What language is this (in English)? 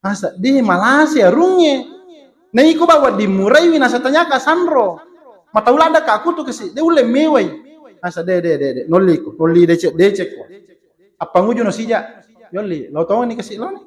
Buginese